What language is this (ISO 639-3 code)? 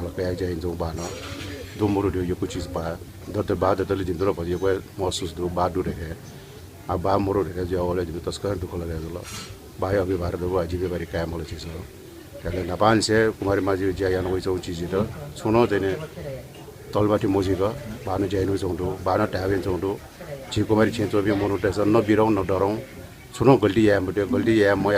new